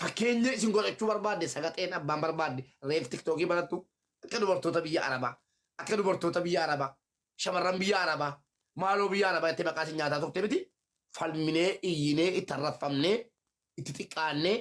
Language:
Oromo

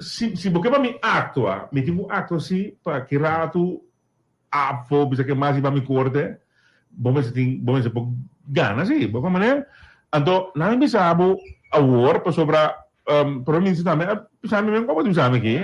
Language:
Papiamento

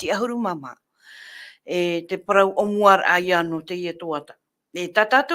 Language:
Tahitian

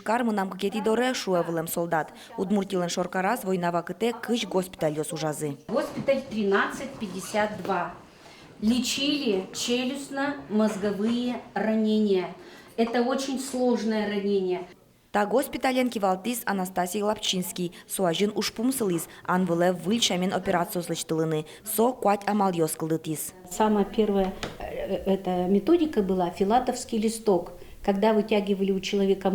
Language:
Udmurt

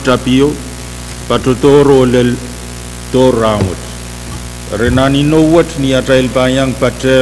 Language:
Pohnpeian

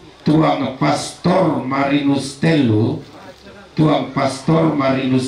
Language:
Toraja-Sa'dan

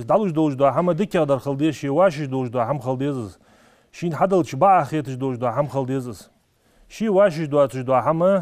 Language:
Ingush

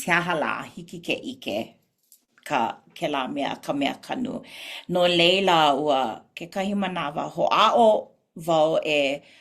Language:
Hawaiian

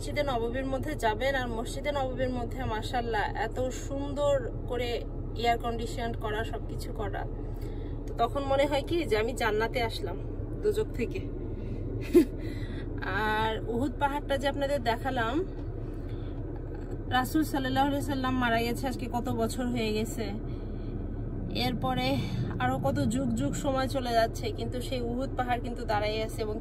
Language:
Bangla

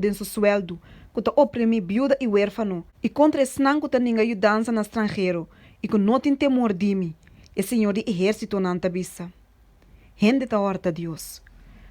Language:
Papiamento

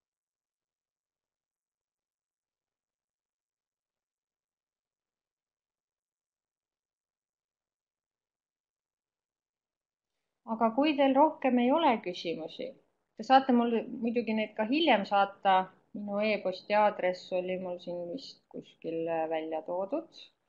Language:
Estonian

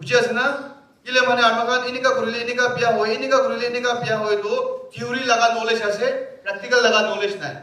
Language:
Naga Pidgin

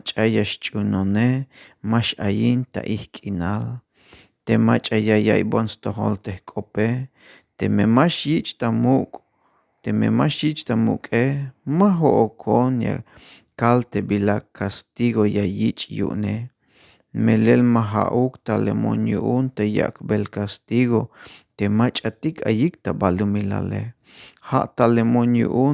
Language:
Tzeltal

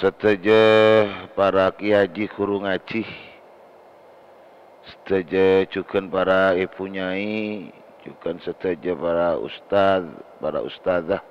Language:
Madurese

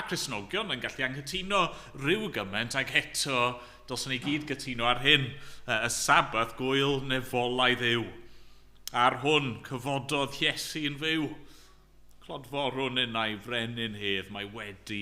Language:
Welsh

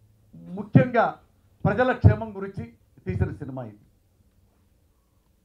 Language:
Telugu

